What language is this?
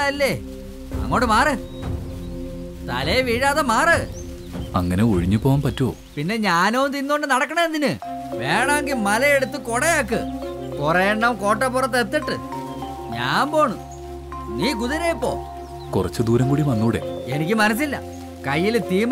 Malayalam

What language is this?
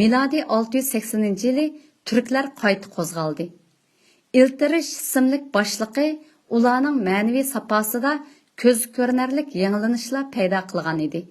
Uyghur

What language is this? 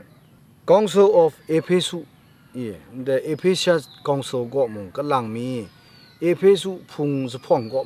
Kachin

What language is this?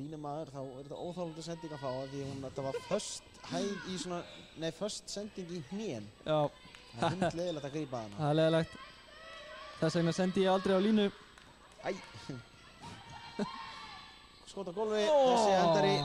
Icelandic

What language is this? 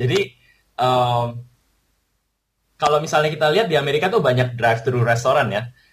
Indonesian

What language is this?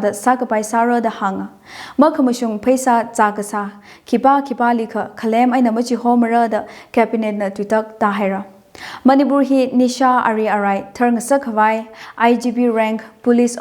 Tangkhul Naga (India)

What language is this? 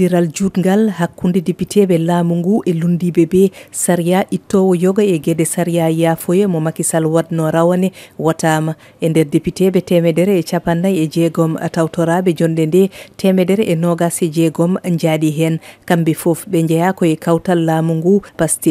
Fula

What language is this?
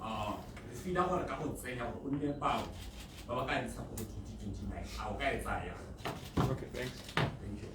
Tswana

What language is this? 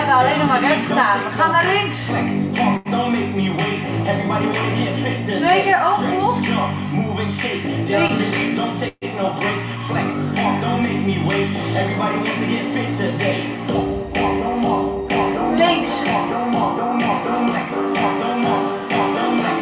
Dutch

